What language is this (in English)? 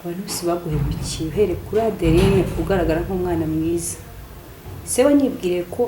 Kinyarwanda